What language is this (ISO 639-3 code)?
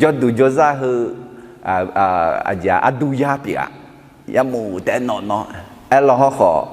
ahk